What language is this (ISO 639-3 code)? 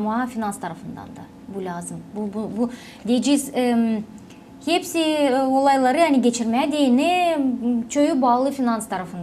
gag